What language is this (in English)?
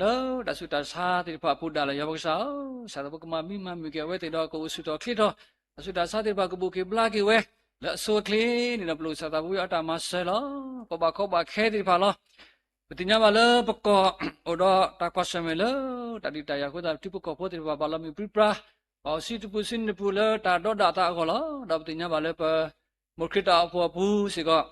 S'gaw Karen